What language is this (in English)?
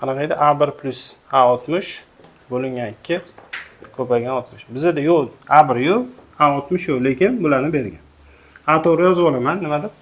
Uzbek